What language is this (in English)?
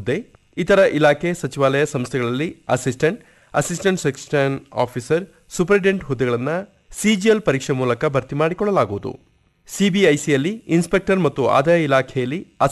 Kannada